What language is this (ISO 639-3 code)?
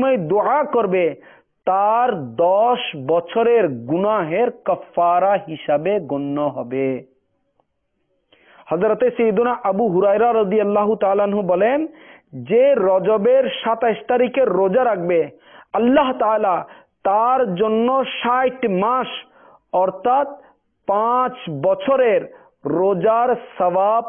ben